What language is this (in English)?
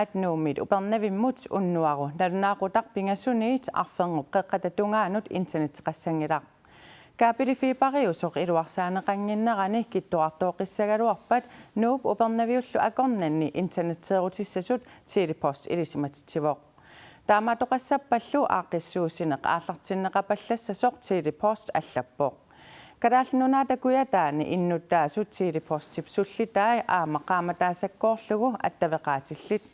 Kalaallisut